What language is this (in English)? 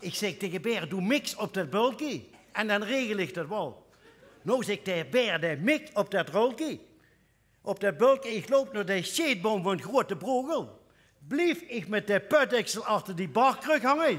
Limburgish